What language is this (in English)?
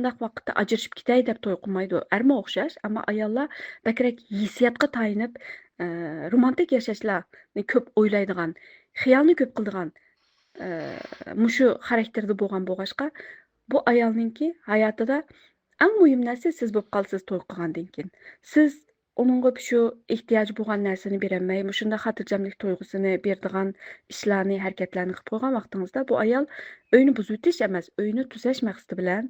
Uyghur